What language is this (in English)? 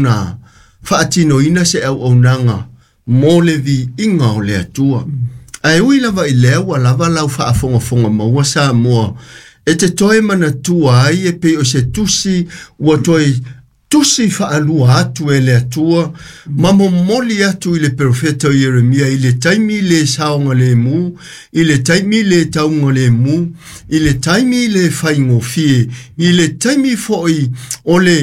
Samoan